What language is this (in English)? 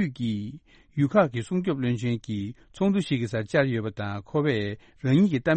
Tibetan